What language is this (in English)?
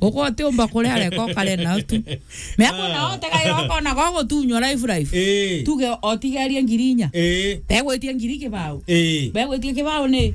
Meru